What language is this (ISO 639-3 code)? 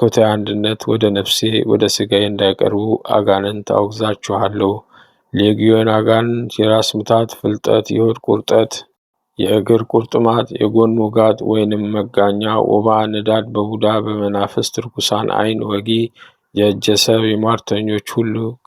amh